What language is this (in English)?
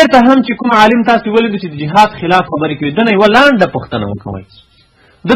Pashto